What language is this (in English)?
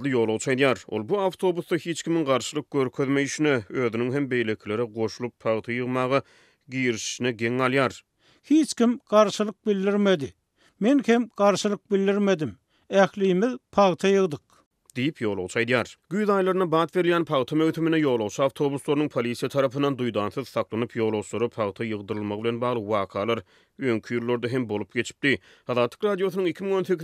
Turkmen